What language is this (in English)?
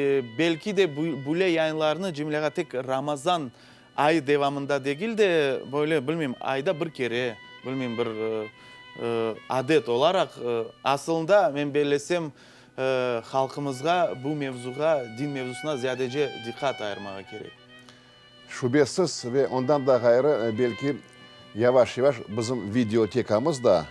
Crimean Tatar